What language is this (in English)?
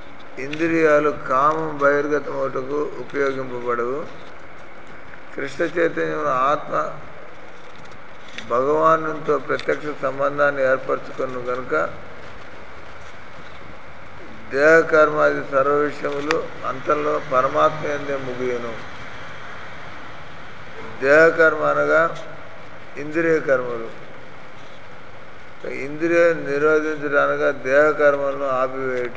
Telugu